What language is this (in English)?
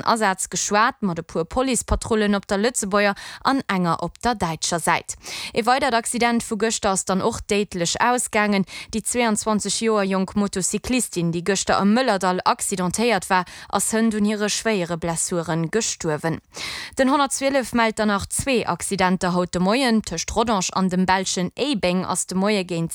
Luxembourgish